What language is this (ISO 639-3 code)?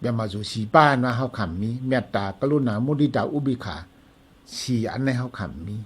shn